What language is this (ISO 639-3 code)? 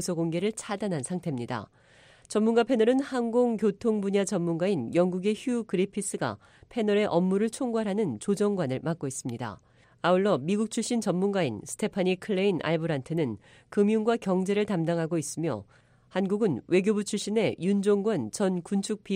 kor